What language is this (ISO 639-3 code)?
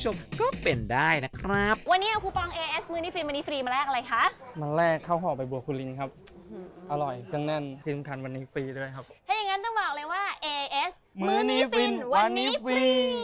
tha